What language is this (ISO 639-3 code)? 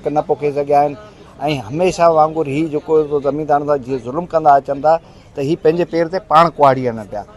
snd